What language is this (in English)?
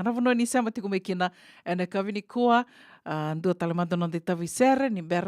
Fijian